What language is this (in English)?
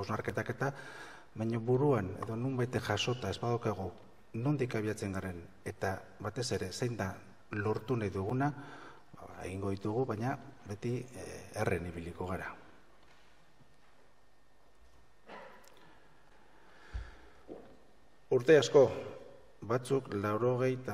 Basque